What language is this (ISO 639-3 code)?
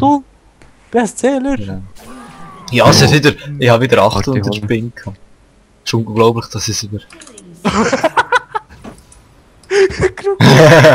gsw